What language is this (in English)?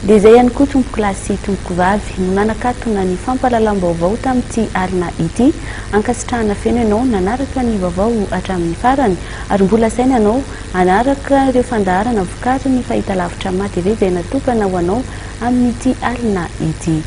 Malagasy